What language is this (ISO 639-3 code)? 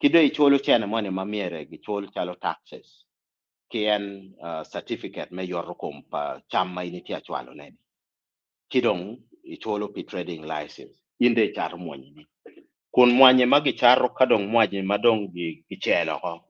ach